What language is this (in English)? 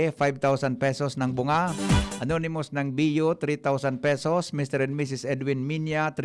Bikol